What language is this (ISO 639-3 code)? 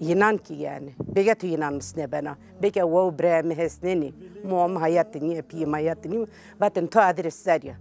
zza